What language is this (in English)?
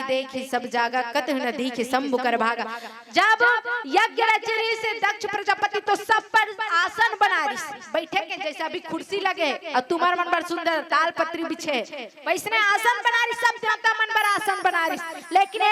Chhattisgarhi